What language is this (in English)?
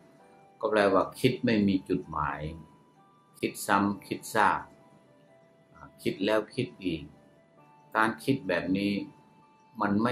Thai